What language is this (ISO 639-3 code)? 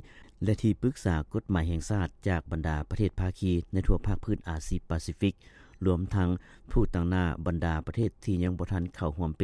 lao